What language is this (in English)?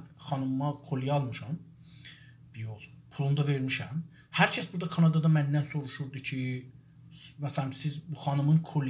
South Azerbaijani